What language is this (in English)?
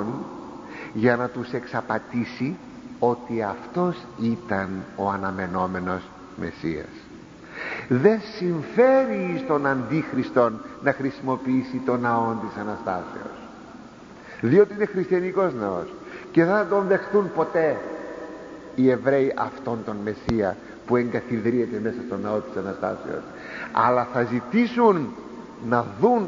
Greek